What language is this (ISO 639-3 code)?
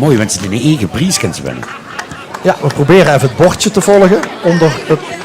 lim